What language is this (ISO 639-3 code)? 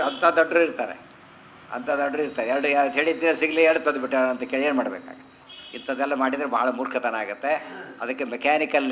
kan